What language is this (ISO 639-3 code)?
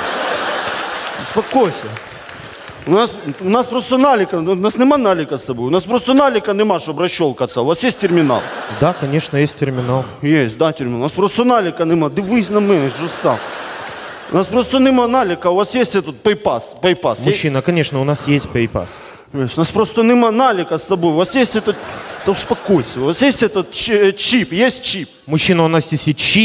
ukr